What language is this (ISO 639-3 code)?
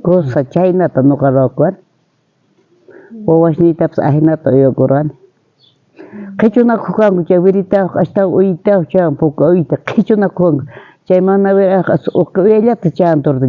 quh